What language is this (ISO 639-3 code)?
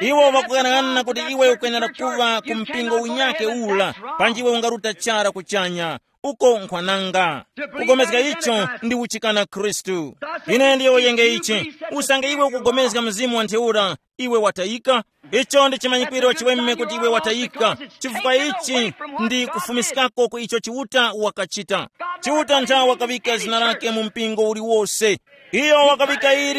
tum